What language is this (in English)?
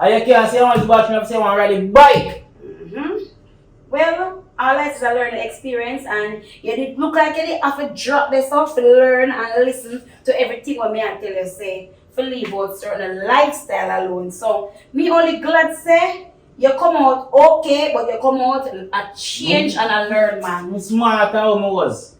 Jamaican Creole English